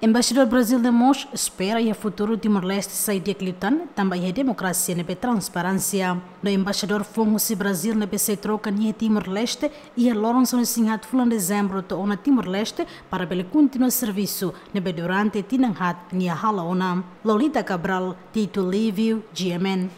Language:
Tetum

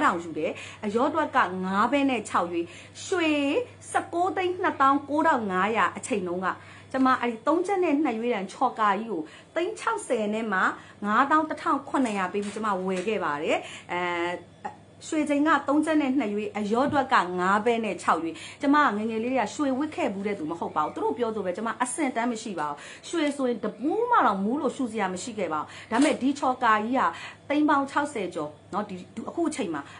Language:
Burmese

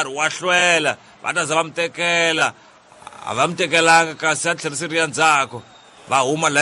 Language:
Tsonga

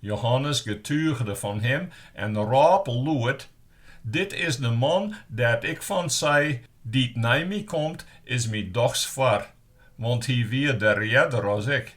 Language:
Western Frisian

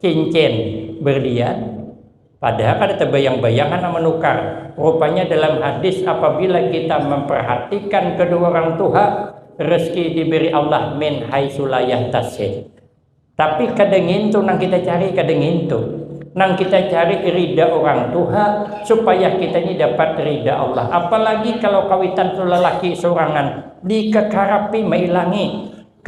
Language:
Banjar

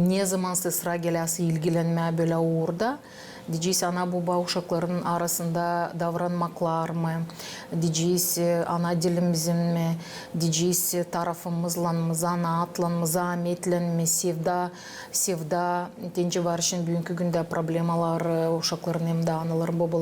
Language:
Gagauz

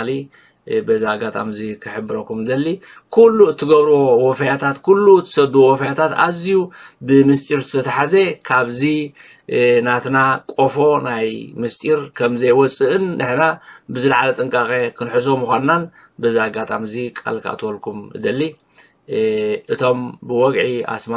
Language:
Tigrinya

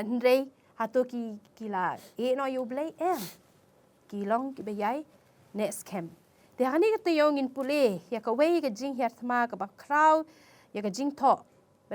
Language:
Khasi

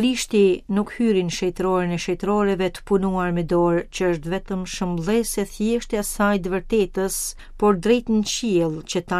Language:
Albanian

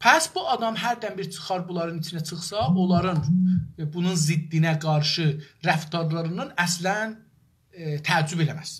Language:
South Azerbaijani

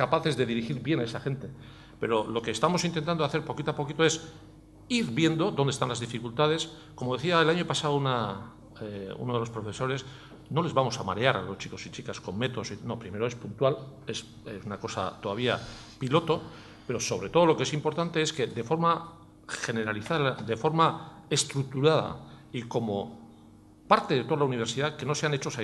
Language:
Spanish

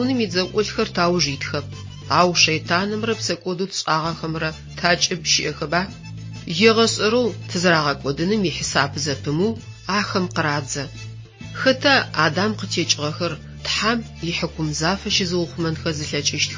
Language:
Adyghe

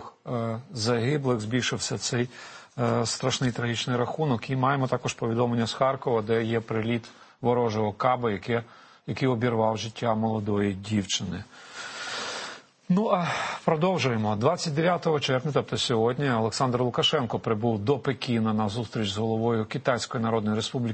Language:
Ukrainian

